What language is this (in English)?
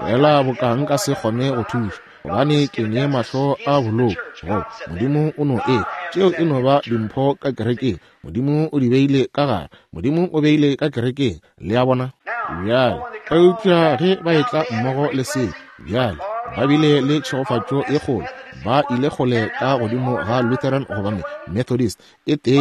Northern Sotho